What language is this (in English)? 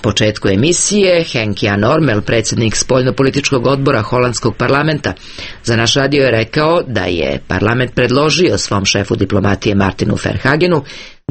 Serbian